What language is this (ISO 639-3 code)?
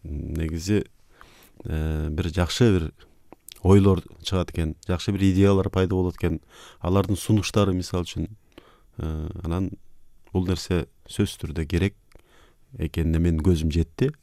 kir